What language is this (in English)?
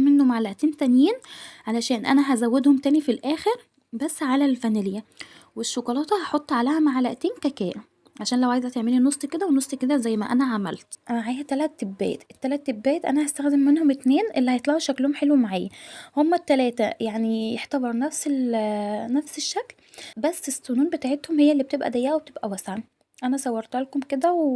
Egyptian Arabic